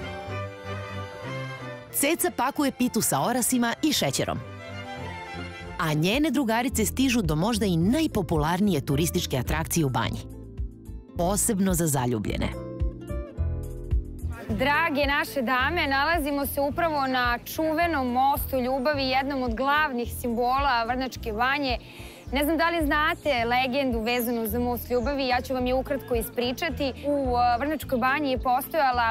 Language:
Serbian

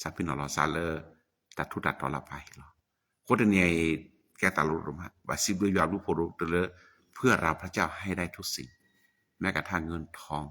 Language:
S'gaw Karen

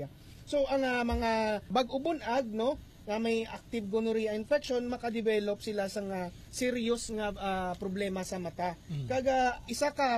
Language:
Hiligaynon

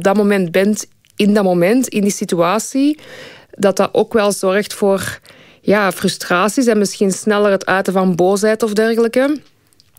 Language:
Dutch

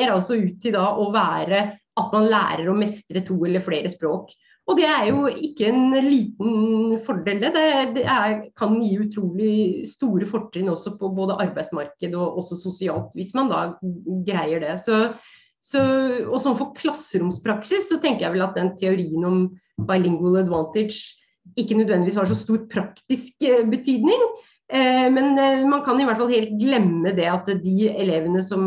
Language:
Norwegian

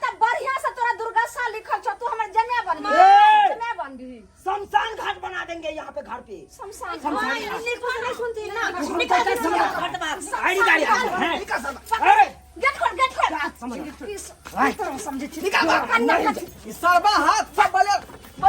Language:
Maithili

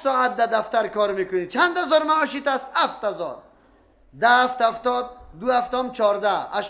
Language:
Persian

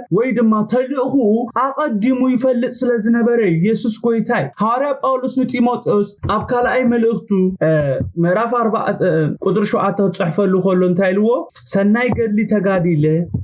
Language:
Tigrinya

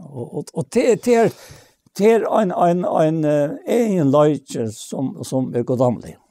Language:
Faroese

